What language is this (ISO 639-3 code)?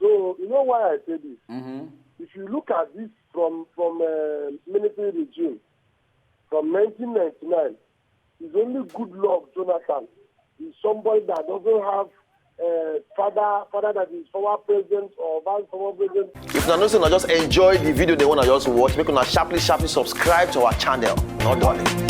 pcm